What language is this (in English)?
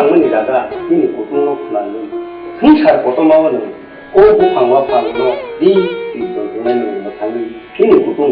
Kok Borok